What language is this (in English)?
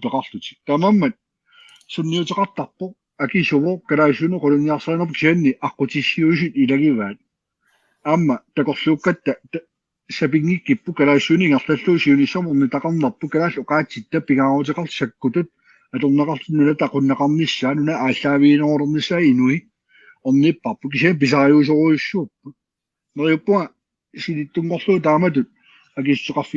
Kalaallisut